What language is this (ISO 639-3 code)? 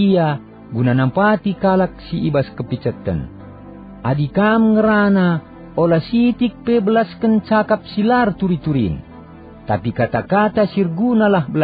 btx